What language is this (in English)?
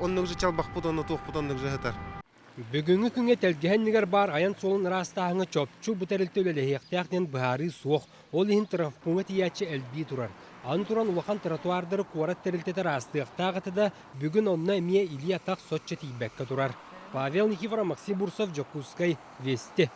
Yakut